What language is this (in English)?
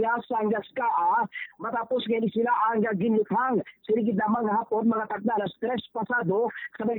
Hiligaynon